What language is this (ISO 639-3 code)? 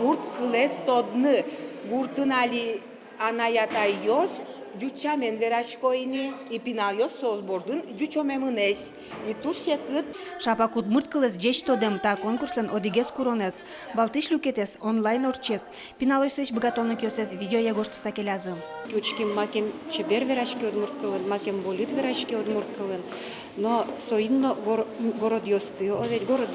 udm